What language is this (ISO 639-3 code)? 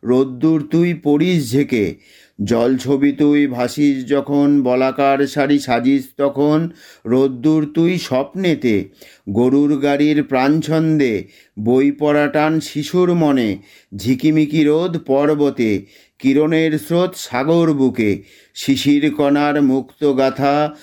ben